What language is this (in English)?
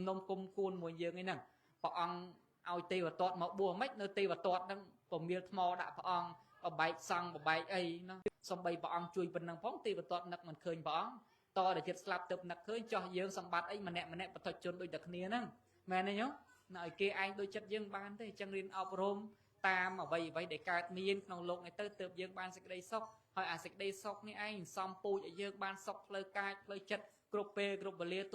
Khmer